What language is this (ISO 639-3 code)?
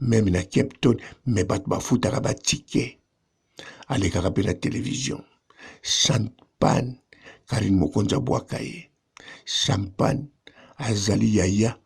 lin